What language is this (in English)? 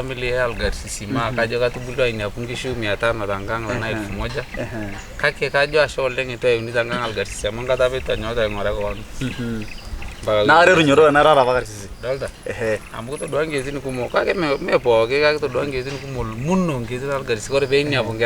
Masai